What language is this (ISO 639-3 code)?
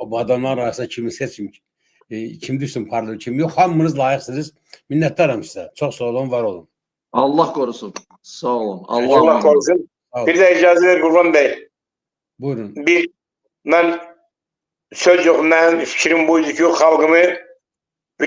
aze